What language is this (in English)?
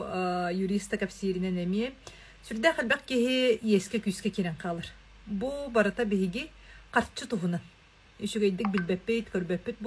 Yakut